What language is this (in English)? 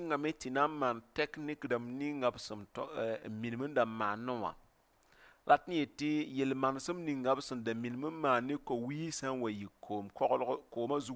Mossi